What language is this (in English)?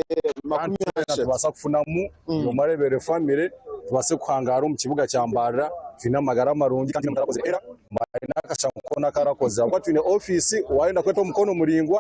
Nyankole